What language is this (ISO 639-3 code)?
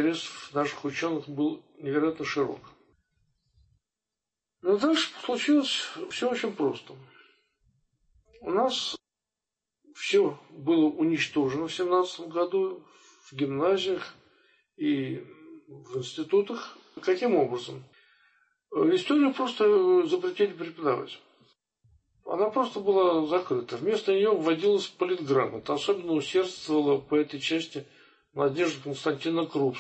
rus